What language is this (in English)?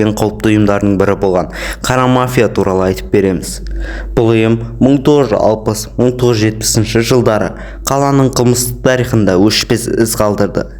Kazakh